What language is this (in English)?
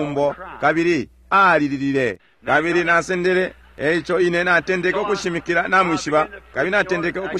Bemba